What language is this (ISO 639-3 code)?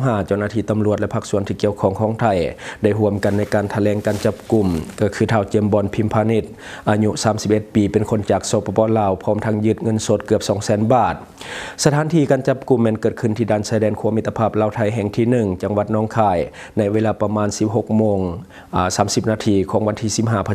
lao